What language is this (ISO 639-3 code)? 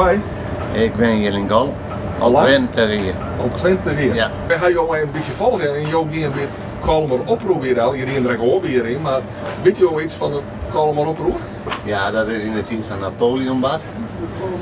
fry